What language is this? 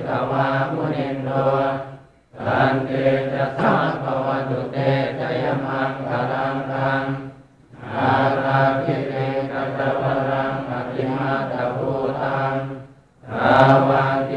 Pali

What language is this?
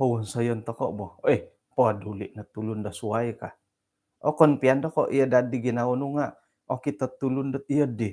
Central Dusun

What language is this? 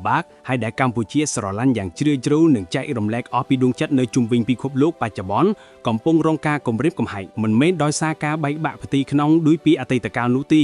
Khmer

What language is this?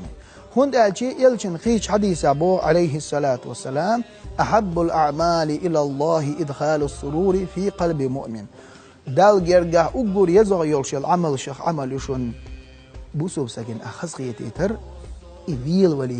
Chechen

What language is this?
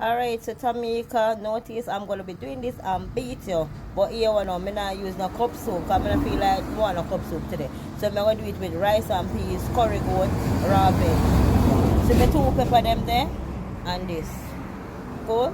Jamaican Creole English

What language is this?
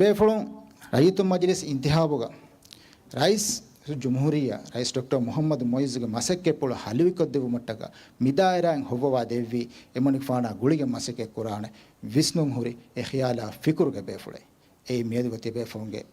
Divehi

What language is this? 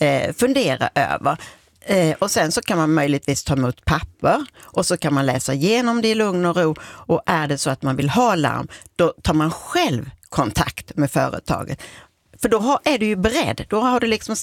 Swedish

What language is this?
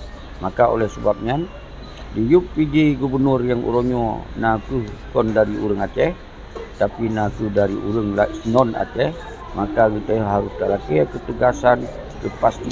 Achinese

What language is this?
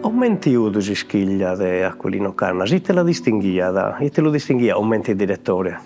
Sardinian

